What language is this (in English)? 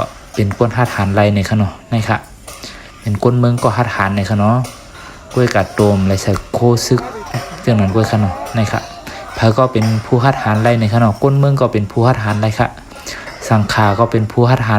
Shan